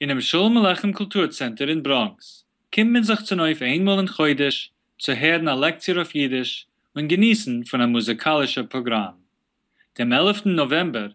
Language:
Yiddish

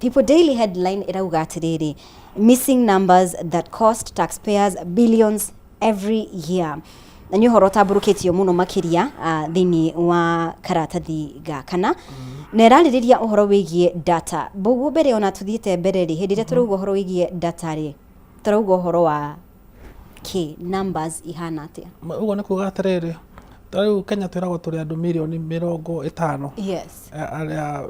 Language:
Kikuyu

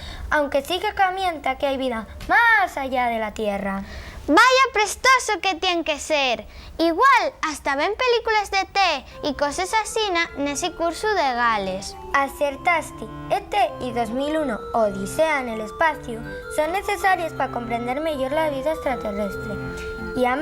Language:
Asturian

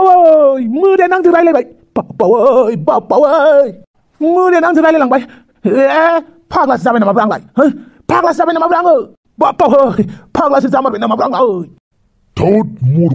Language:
Bodo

